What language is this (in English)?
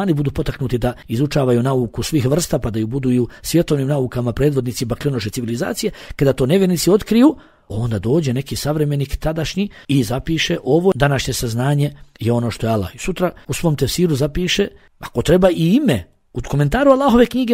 Bosnian